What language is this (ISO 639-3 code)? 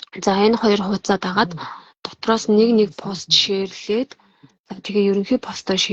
mon